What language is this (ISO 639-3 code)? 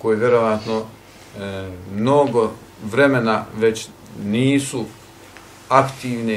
bos